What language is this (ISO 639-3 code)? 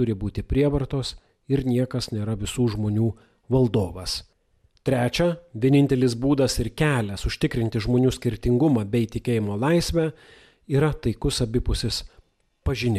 lit